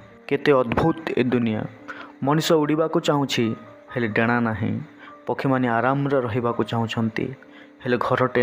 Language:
Odia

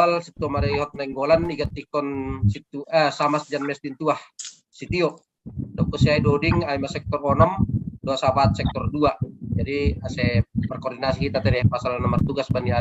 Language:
Batak Simalungun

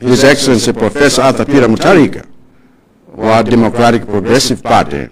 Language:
Nyanja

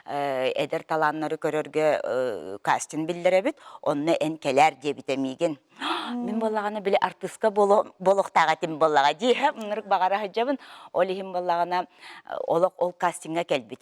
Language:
Yakut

